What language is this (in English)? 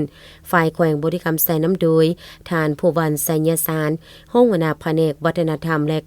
Lao